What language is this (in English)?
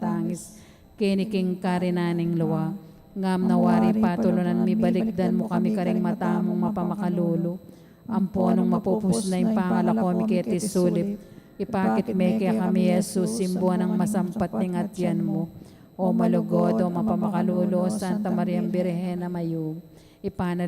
Pampanga